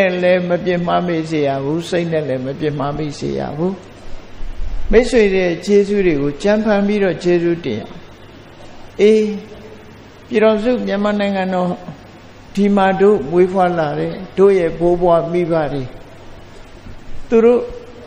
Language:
Burmese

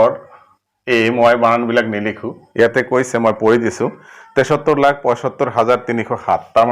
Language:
Assamese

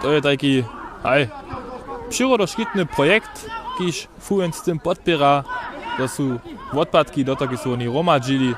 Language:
Upper Sorbian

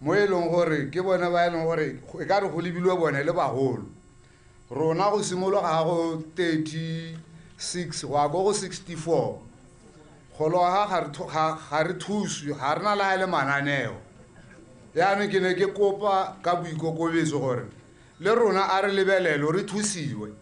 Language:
Tswana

